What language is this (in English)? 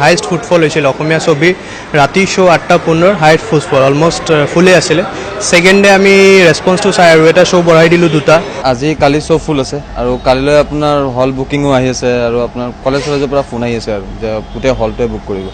Assamese